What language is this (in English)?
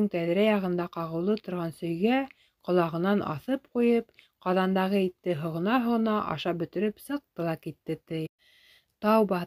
Bashkir